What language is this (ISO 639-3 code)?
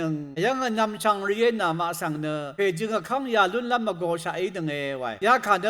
raw